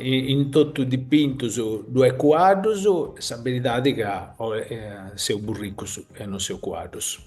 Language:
Sardinian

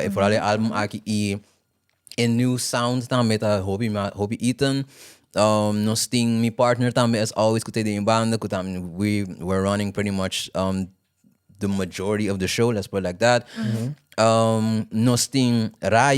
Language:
Papiamento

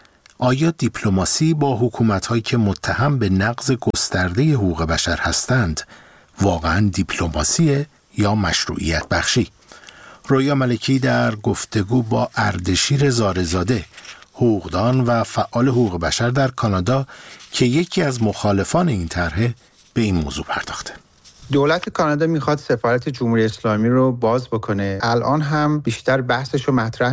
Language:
Persian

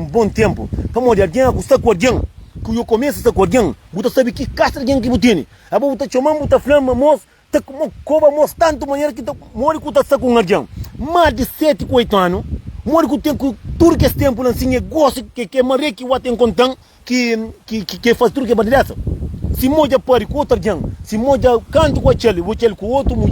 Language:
Kabuverdianu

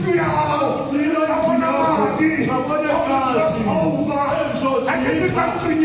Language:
Tswana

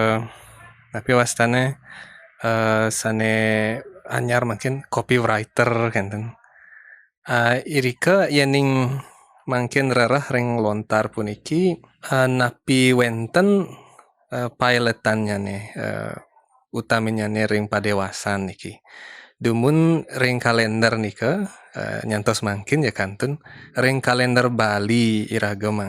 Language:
Balinese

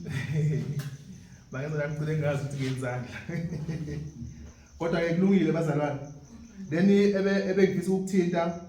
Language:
Zulu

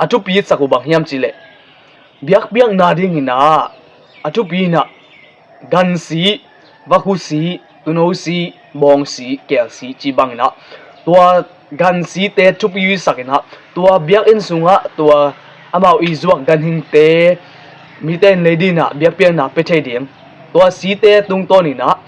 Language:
Tedim Chin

